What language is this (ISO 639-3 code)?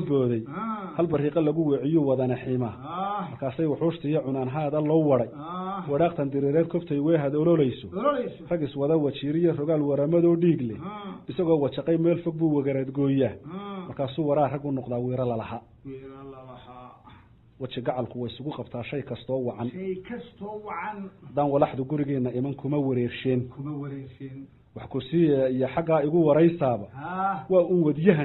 som